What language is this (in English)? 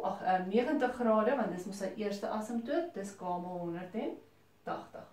Afrikaans